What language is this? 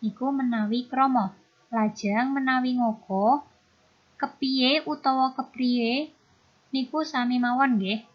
Javanese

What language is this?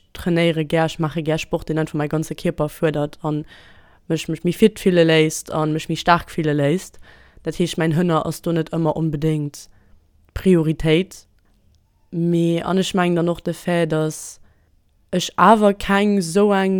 Luxembourgish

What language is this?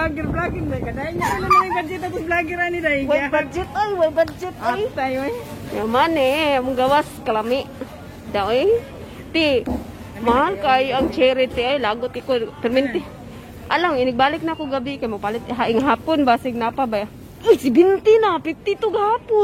Cebuano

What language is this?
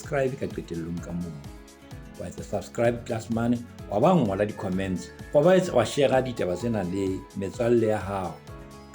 Southern Sotho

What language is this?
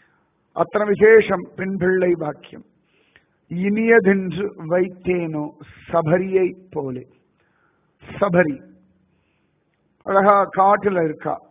Tamil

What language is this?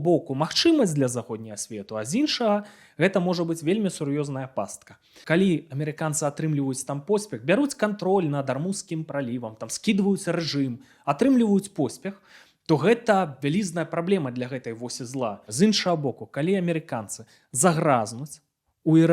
Belarusian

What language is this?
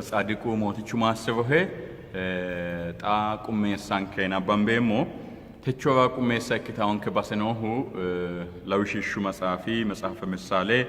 Sidamo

